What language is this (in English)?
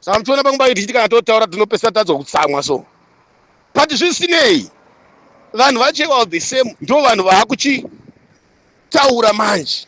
Shona